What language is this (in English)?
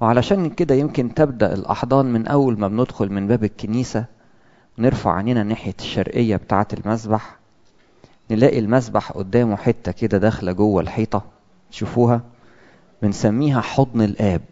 Egyptian Arabic